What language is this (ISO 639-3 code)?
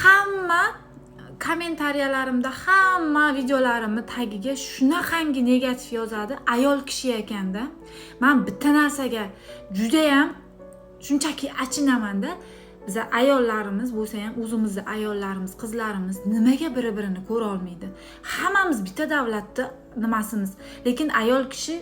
uzb